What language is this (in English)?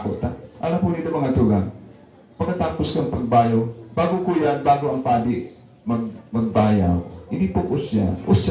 Bikol